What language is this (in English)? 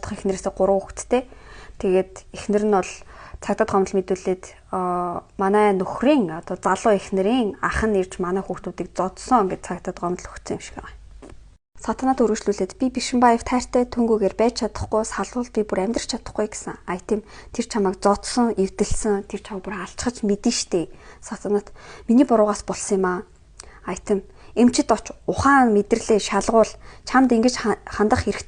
Mongolian